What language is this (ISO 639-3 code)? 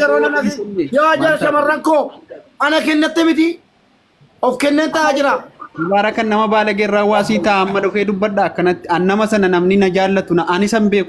orm